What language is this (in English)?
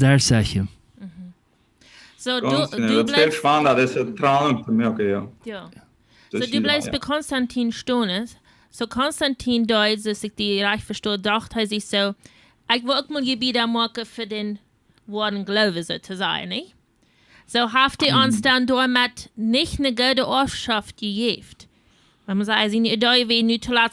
Plautdietsch